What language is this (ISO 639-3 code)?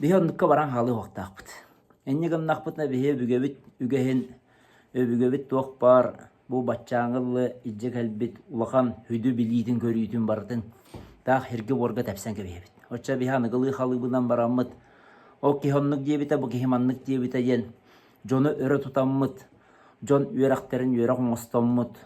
sah